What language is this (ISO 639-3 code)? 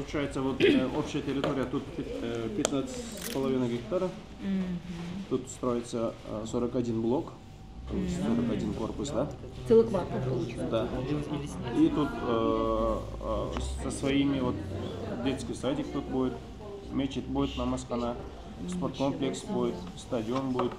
rus